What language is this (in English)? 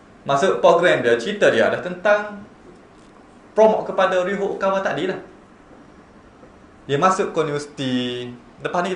Malay